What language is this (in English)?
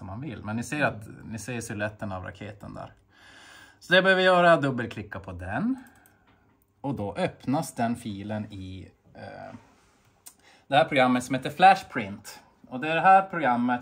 Swedish